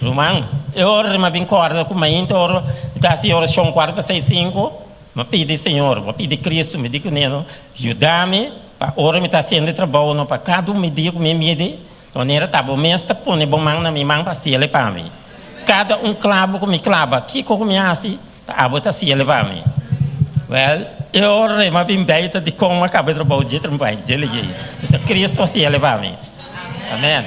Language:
Papiamento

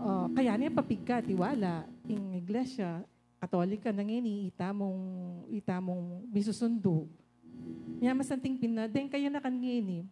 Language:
Pampanga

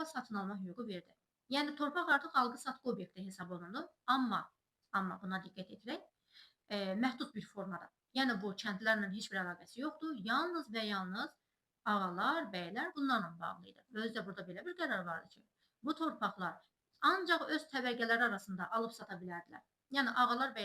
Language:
Azerbaijani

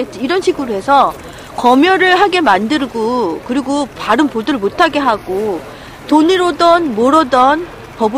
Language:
Korean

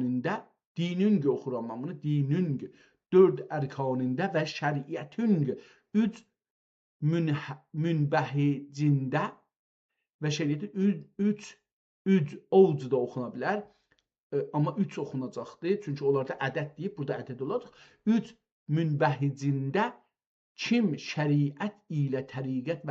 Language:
South Azerbaijani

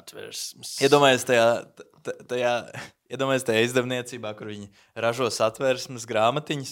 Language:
Latvian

